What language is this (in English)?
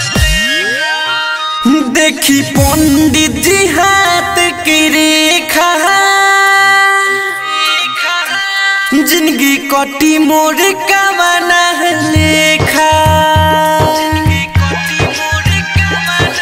Bhojpuri